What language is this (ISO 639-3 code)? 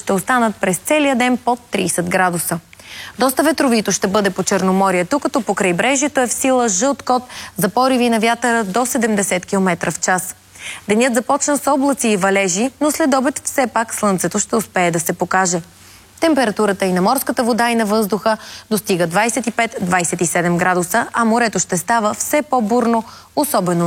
bul